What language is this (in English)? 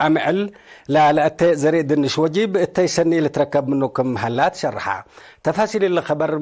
Tigre